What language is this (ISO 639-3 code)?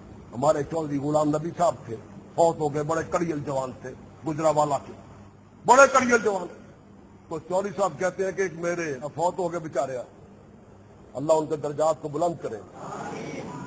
urd